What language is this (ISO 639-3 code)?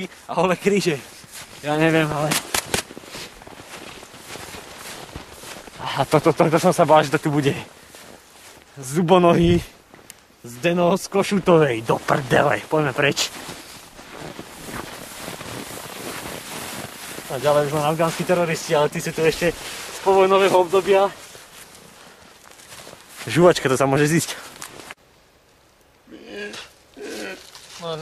slk